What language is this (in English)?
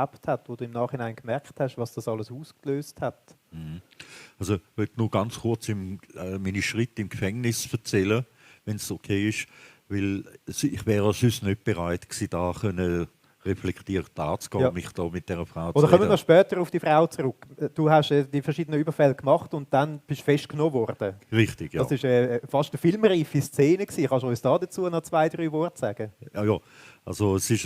Swiss German